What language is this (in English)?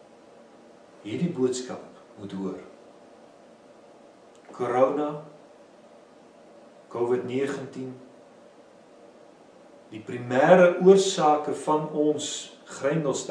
Afrikaans